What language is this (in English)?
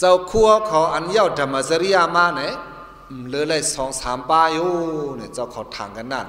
Shan